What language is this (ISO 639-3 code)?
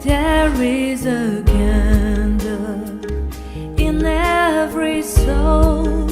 mfe